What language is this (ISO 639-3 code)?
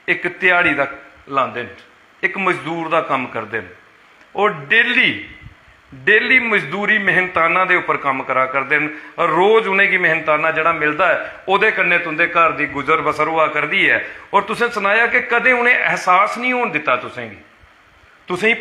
doi